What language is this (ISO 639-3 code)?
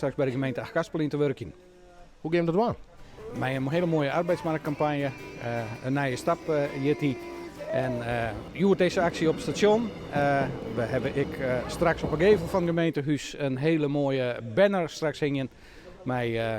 fry